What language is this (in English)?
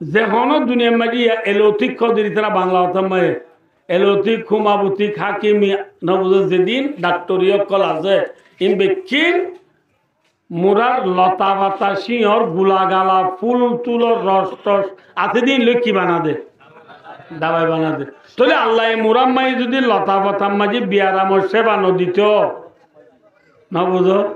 Rohingya